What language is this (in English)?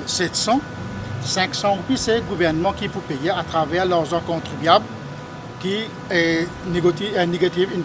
Morisyen